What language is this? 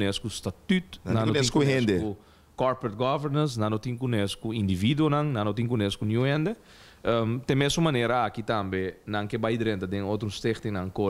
Papiamento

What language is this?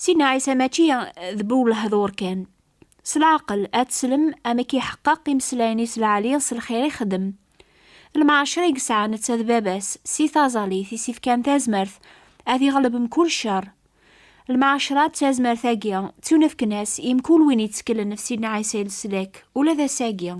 Kabyle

